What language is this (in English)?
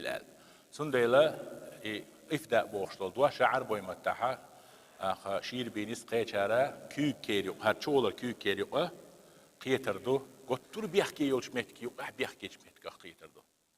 Chechen